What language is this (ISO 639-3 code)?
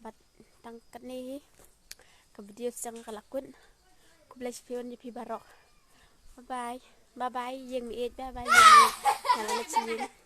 kha